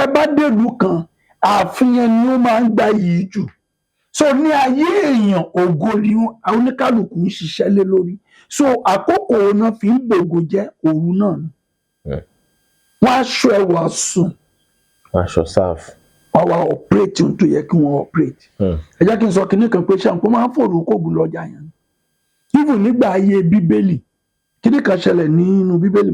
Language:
Yoruba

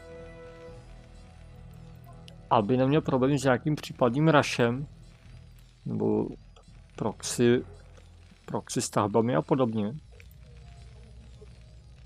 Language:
Czech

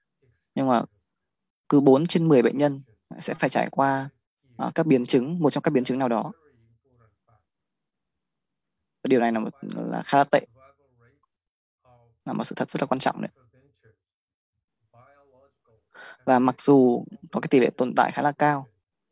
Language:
Vietnamese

